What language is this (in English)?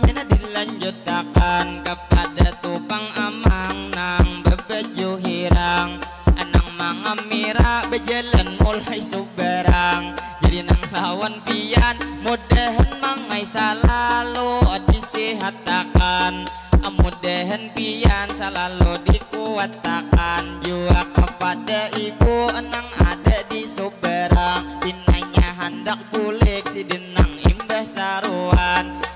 Banjar